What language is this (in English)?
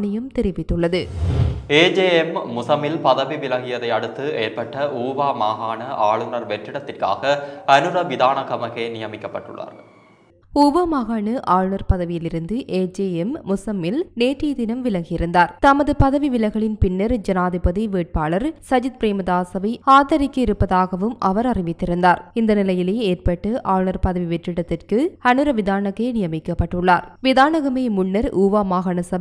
Tamil